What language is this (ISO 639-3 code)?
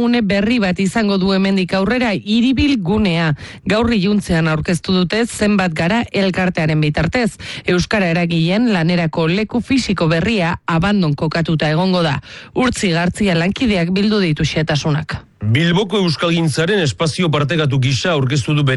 eus